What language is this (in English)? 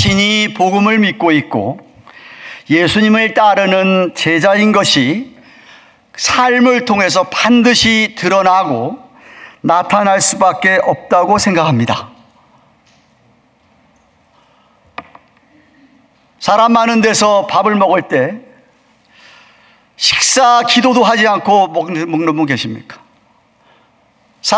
Korean